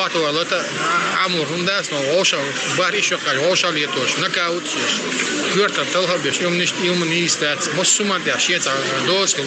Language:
Chechen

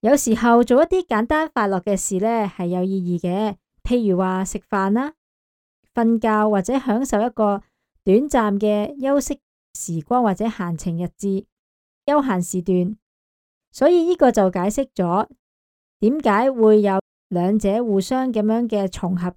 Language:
Cantonese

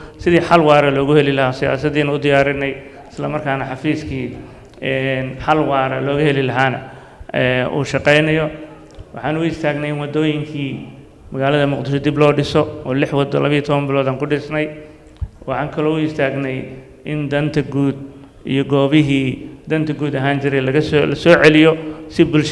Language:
Somali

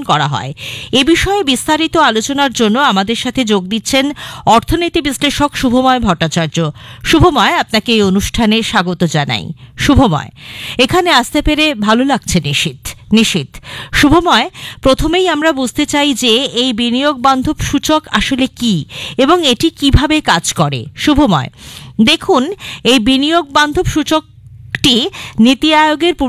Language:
Bangla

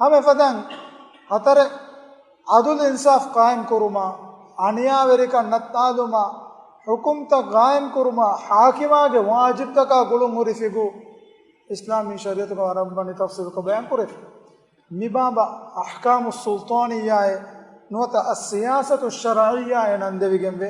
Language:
Divehi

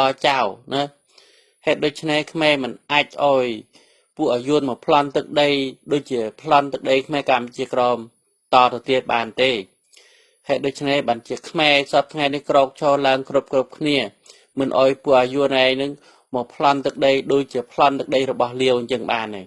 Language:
Khmer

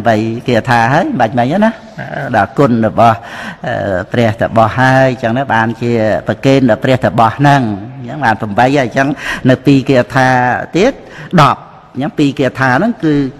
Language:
Khmer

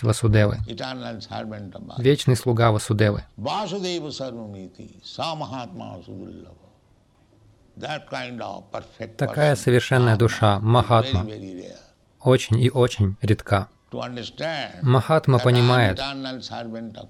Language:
Russian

